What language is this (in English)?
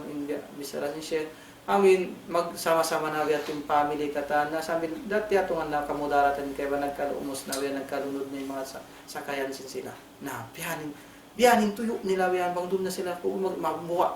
Tausug